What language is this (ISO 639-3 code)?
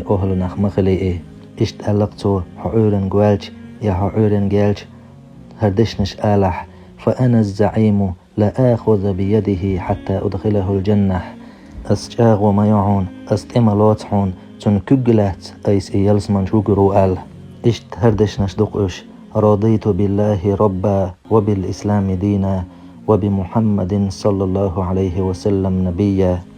che